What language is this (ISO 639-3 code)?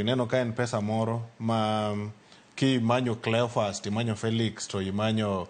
luo